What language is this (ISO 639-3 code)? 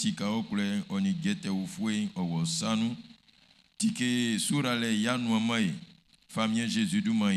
bci